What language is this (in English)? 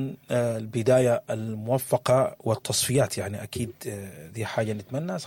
Sudanese Arabic